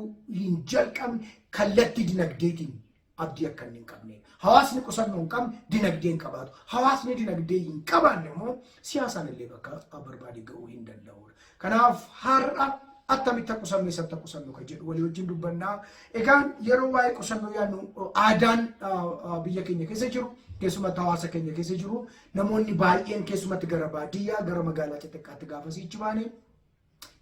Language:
Oromo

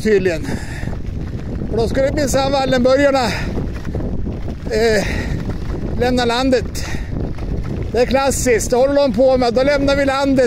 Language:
Swedish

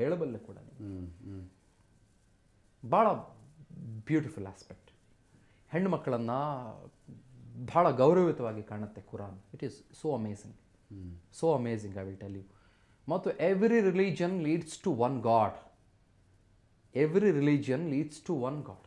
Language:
Kannada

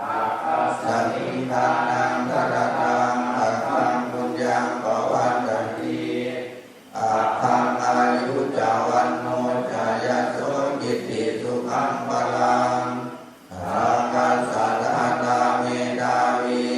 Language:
Pali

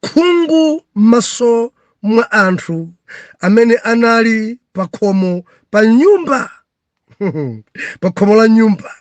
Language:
Nyanja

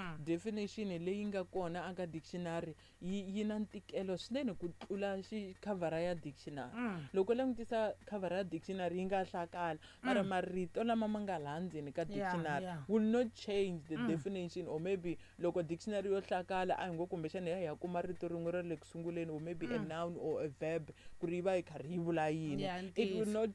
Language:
Tsonga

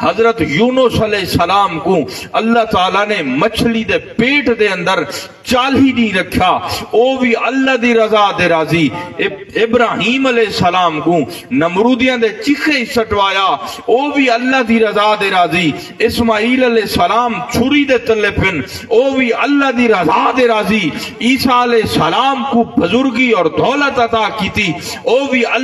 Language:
Saraiki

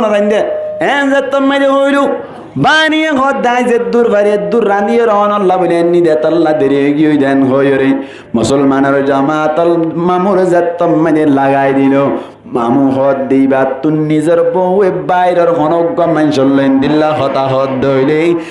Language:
Rohingya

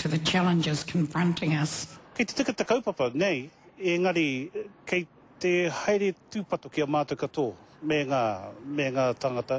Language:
Māori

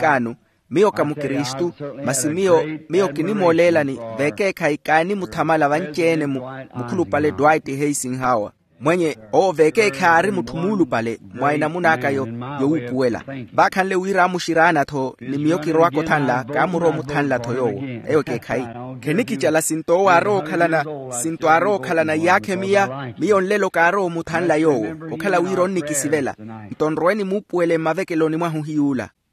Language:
Makhuwa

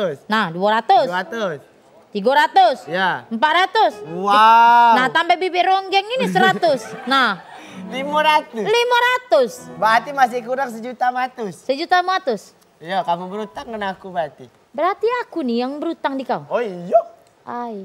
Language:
Musi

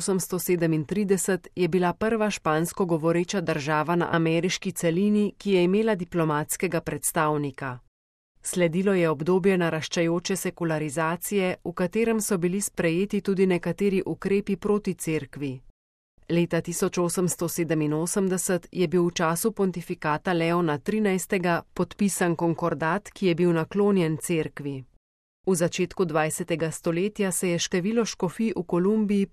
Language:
Slovenian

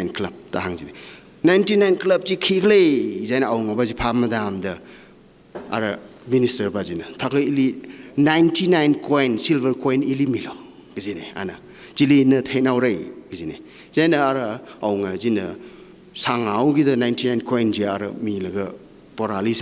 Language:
Tangkhul Naga (India)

